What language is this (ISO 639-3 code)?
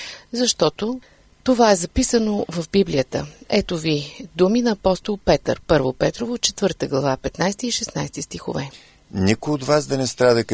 bul